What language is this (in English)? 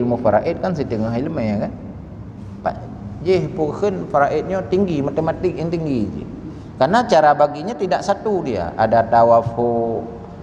Achinese